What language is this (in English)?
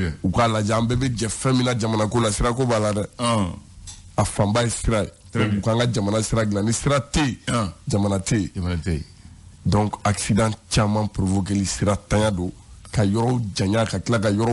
Bambara